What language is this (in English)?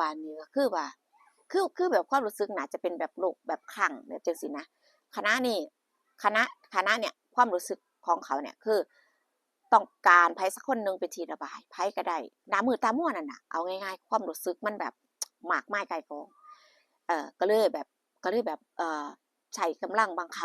Northeastern Thai